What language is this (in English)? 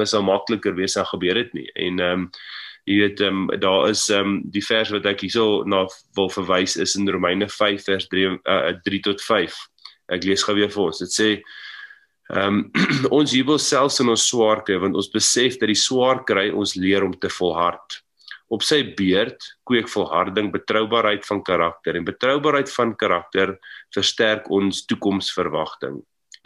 Afrikaans